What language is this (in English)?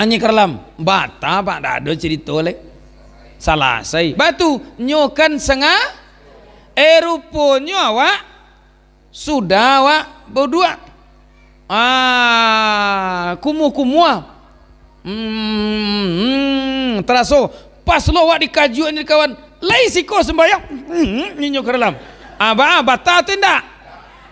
Minangkabau